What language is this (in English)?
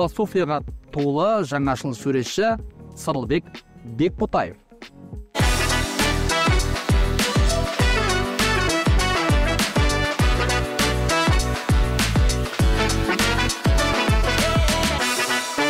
Kazakh